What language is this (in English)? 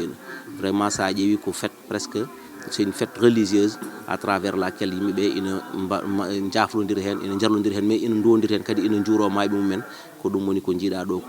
Fula